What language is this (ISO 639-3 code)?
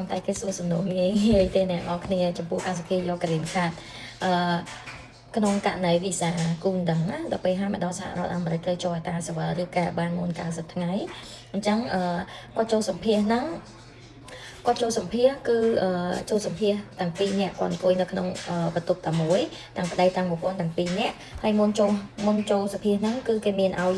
khm